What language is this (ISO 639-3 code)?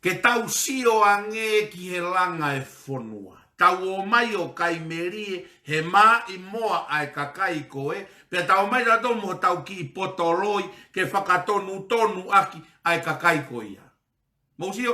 ton